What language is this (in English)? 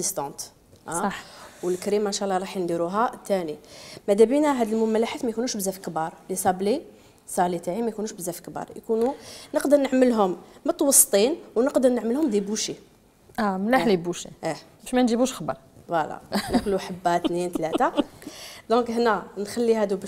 Algerian Arabic